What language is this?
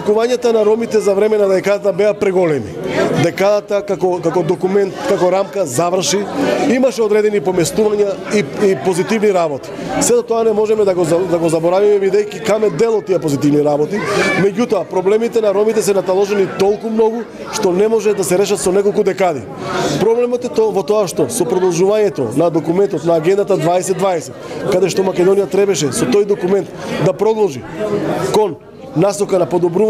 Macedonian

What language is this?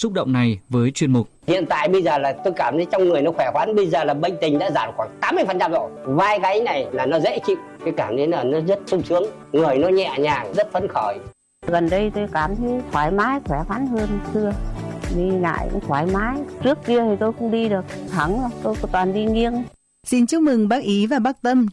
Vietnamese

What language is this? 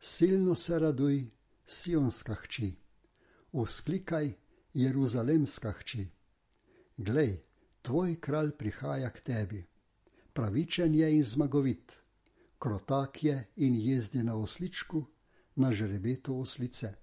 Slovenian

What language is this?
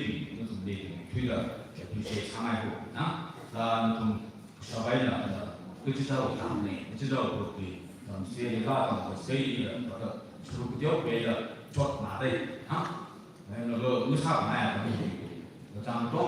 Tangkhul Naga (India)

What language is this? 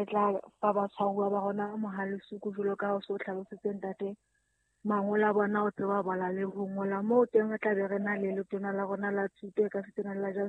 Southern Sotho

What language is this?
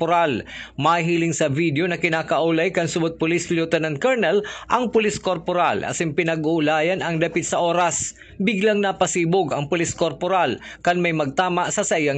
Bikol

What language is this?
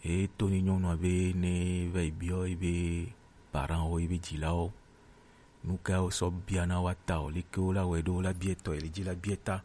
Gen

